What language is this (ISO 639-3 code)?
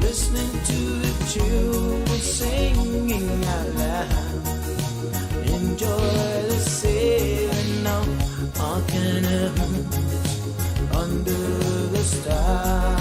pon